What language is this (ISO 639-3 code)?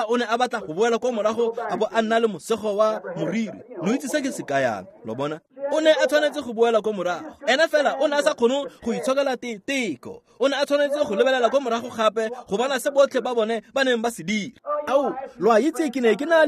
tsn